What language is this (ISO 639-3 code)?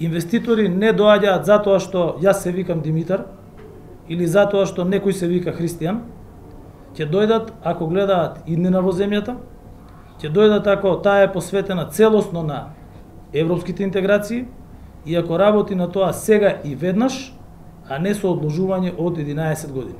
mkd